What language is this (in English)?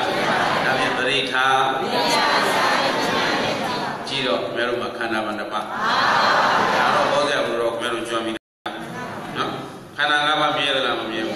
Burmese